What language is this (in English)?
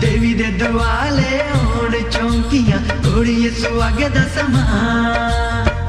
Dogri